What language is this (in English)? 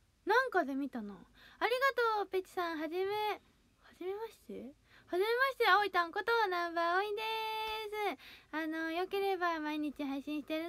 Japanese